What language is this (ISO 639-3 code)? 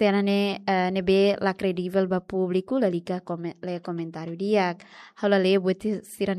tet